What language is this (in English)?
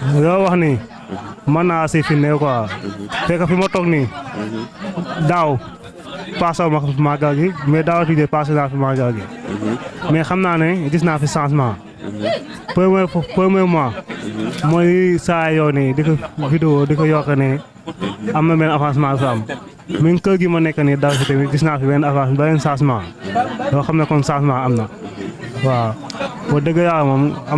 Wolof